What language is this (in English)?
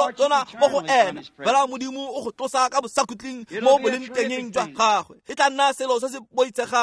Tswana